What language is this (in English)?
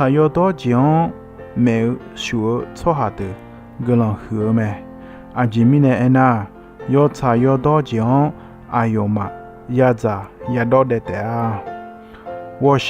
Akha